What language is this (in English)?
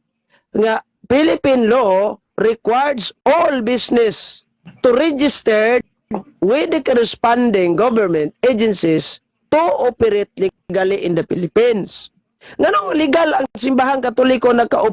Cebuano